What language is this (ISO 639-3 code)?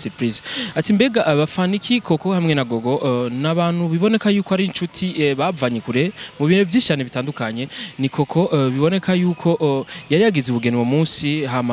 run